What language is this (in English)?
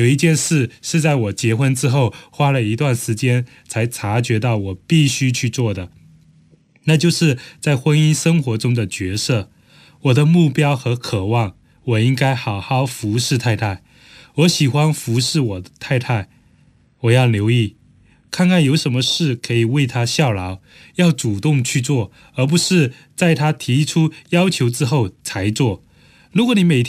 Chinese